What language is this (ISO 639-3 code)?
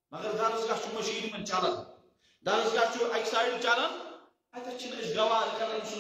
kas